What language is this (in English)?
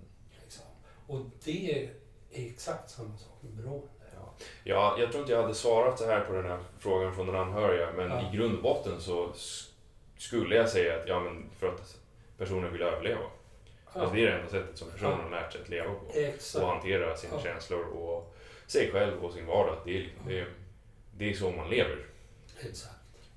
Swedish